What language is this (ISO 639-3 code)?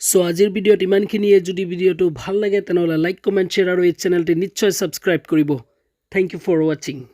asm